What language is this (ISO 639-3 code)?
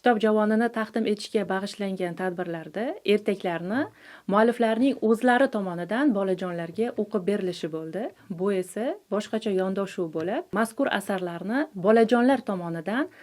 uzb